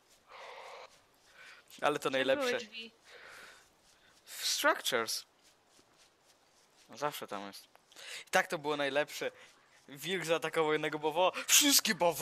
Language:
Polish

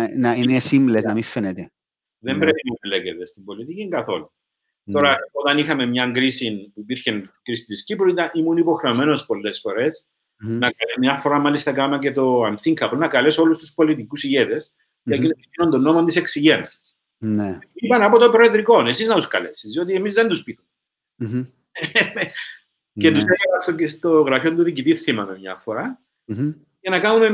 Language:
Greek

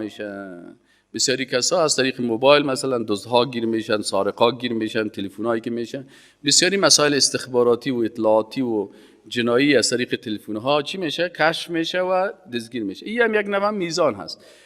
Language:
Persian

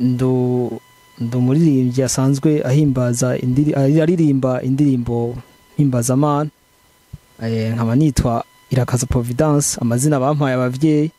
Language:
Rundi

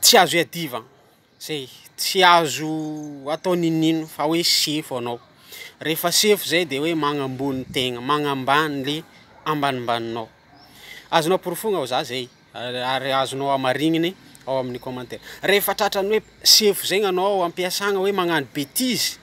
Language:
Malagasy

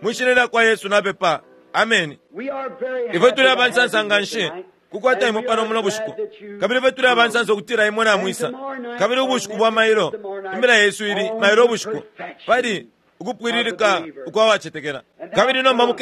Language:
Bemba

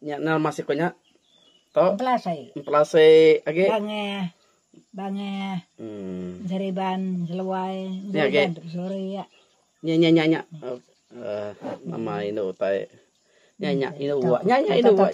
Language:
Iban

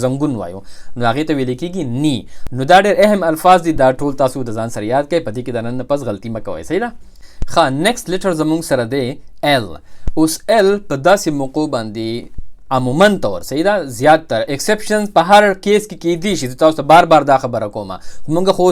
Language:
Pashto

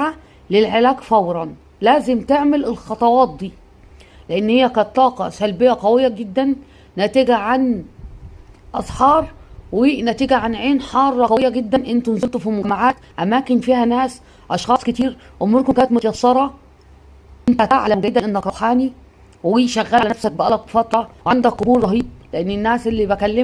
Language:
Egyptian Arabic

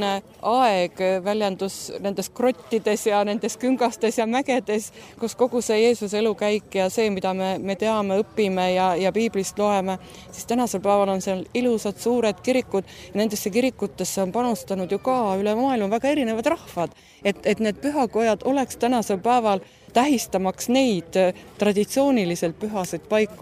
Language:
Estonian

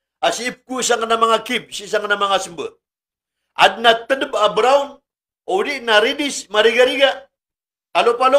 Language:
Maranao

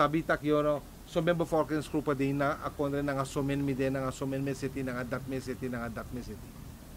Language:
Sranan Tongo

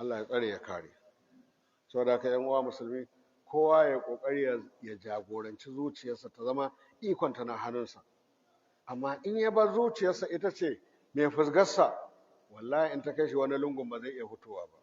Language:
Hausa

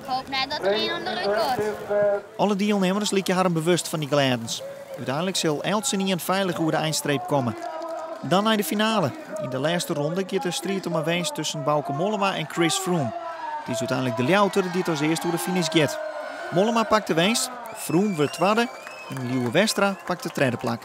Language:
Western Frisian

